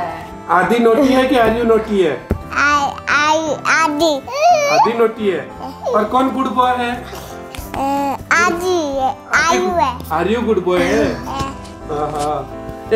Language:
Hindi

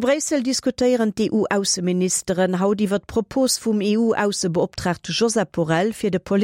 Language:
Luxembourgish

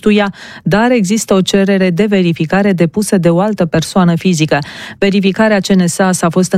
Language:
Romanian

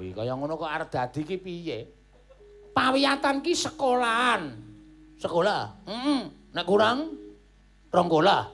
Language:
Javanese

